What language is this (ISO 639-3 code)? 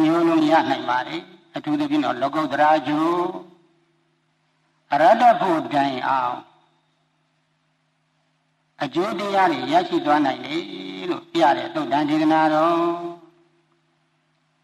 mya